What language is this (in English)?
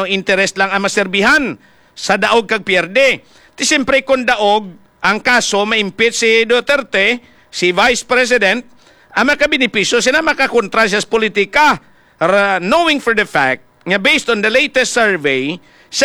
Hiligaynon